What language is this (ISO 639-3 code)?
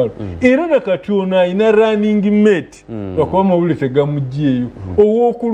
lug